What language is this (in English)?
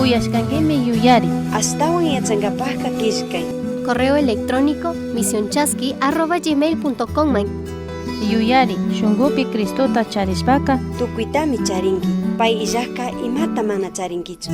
Chimborazo Highland Quichua